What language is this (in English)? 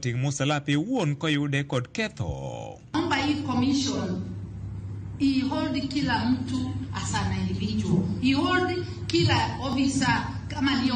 Luo (Kenya and Tanzania)